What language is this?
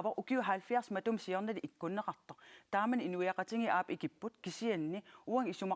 Kalaallisut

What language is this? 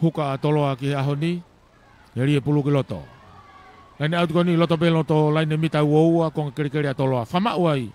Tongan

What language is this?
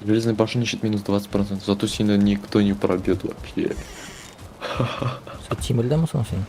Tatar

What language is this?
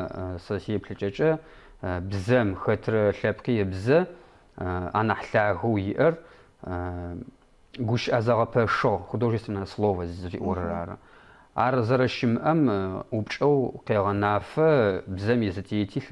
Adyghe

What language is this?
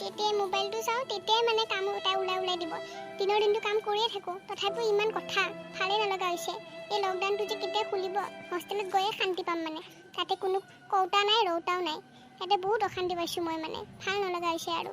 Assamese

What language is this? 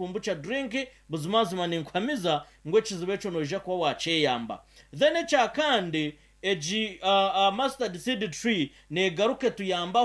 Nyankole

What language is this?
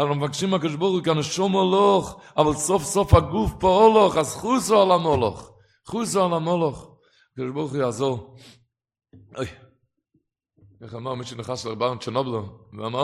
Hebrew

